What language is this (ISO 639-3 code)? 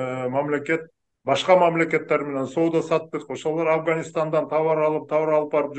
kir